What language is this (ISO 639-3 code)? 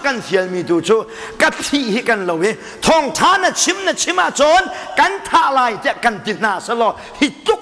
cnh